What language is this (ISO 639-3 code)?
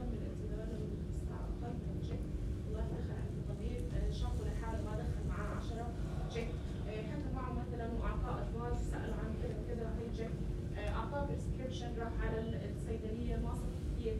apc